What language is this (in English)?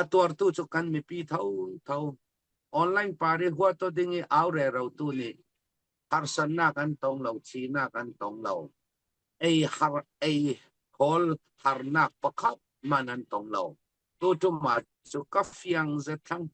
Falam Chin